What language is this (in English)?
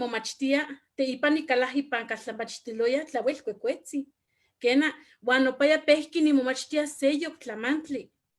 Eastern Huasteca Nahuatl